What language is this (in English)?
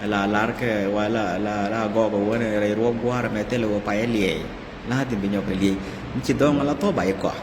Nuer